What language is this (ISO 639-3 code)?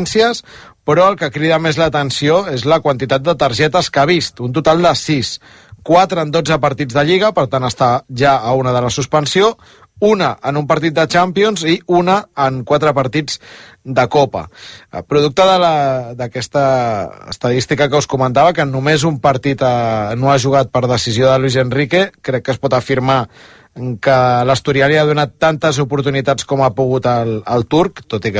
cat